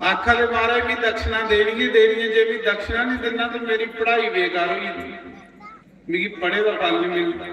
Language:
Dogri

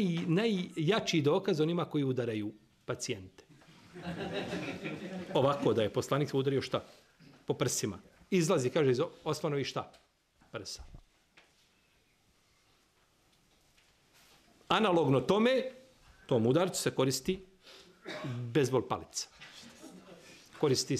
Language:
Bosnian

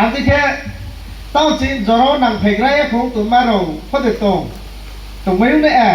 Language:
Riang (India)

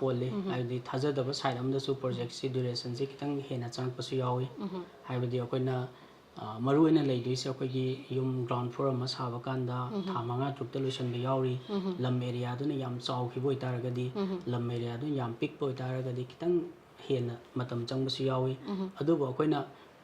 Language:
Manipuri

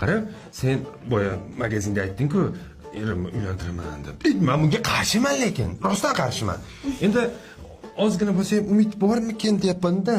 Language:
Uzbek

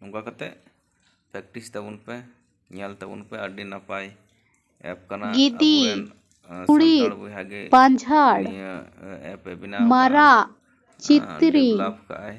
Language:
Santali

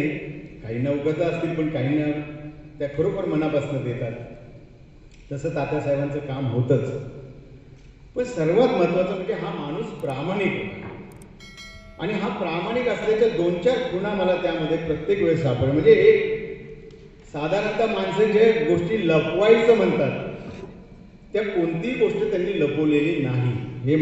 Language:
Marathi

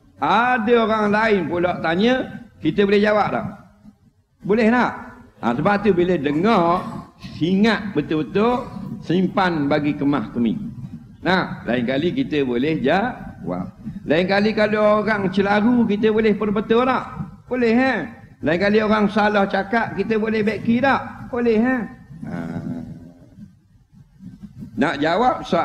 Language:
Malay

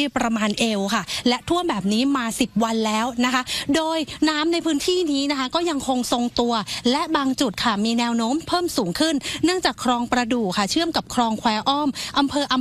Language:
Thai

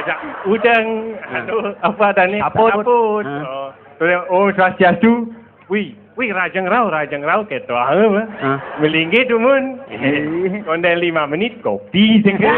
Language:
Balinese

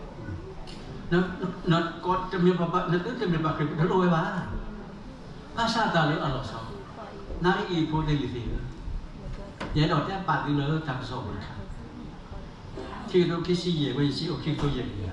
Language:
S'gaw Karen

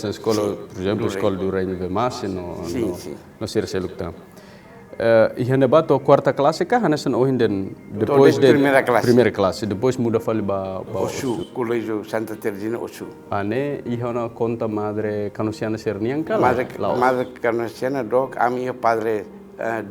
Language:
Tetum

